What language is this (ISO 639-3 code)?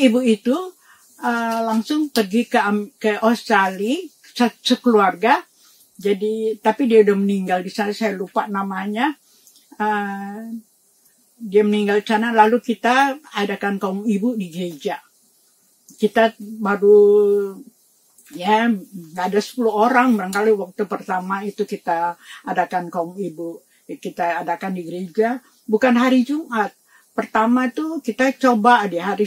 ind